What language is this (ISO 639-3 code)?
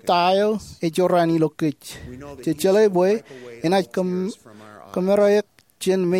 mah